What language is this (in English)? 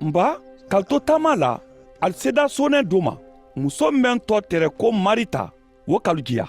Mandingo